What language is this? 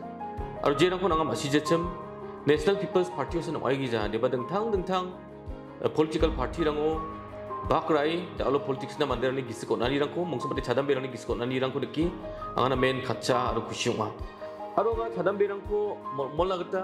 Garo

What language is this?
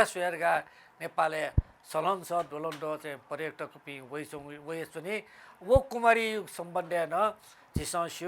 Newari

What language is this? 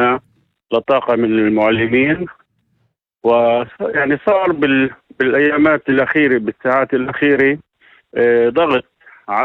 North Levantine Arabic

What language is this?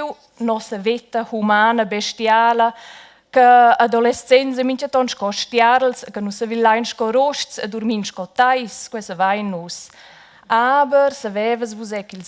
Romansh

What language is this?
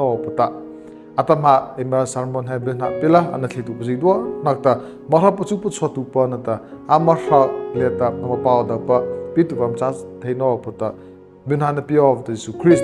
Mara Chin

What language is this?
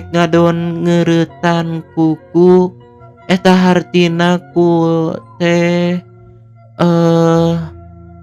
Sundanese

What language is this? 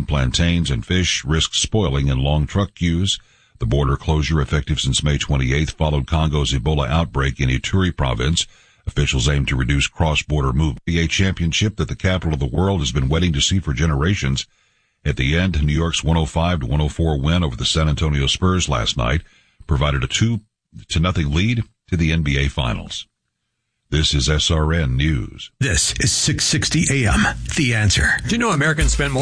English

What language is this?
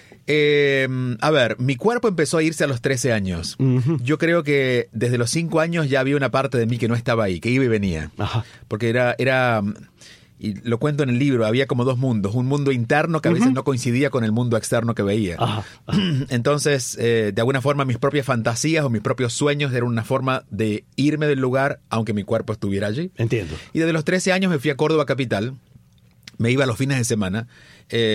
Spanish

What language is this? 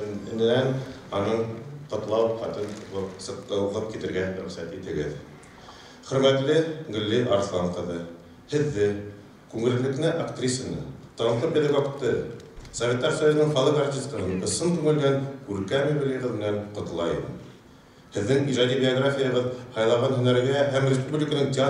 Bashkir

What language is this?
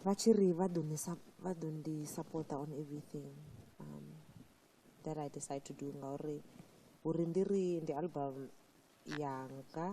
Venda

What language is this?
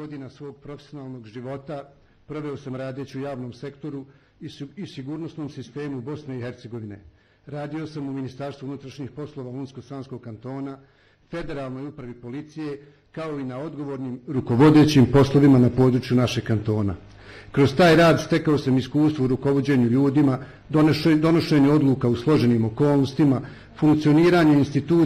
Bosnian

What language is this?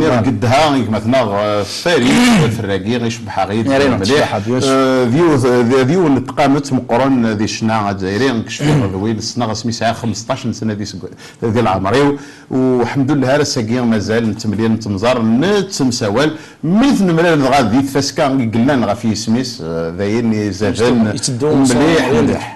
Kabyle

